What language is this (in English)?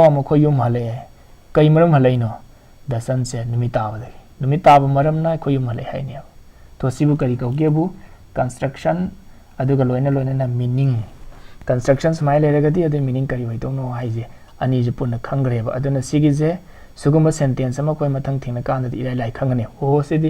Manipuri